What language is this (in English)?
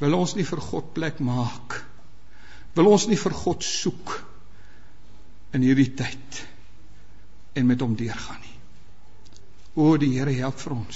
Afrikaans